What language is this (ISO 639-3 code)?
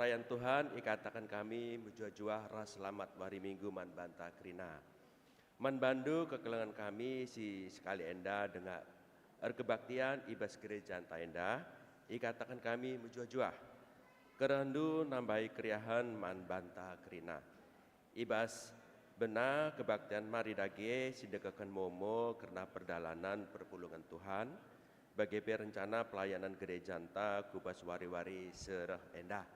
btx